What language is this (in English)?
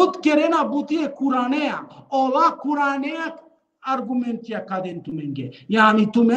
Balkan Romani